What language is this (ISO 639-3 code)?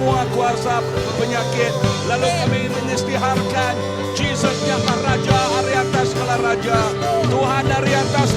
iba